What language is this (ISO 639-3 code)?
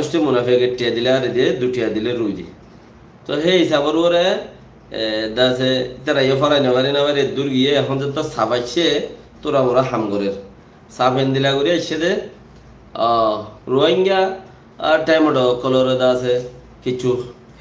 rhg